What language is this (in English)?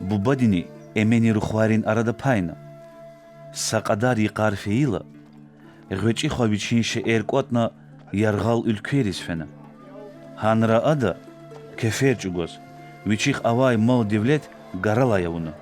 Lezghian